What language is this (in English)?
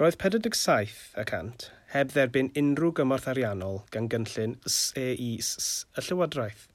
Welsh